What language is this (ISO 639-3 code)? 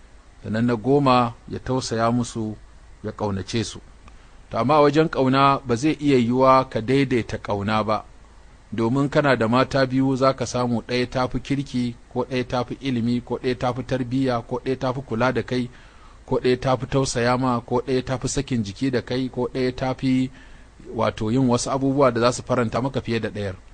hau